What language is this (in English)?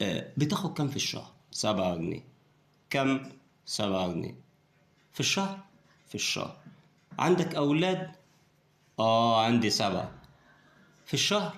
Egyptian Arabic